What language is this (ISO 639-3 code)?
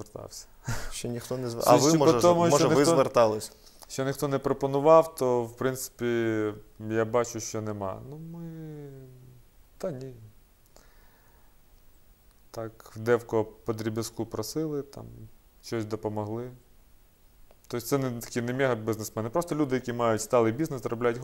ukr